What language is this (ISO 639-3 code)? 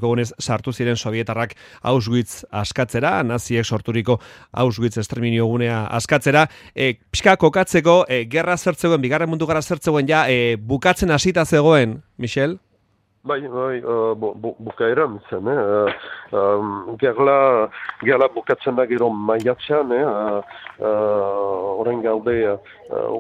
eus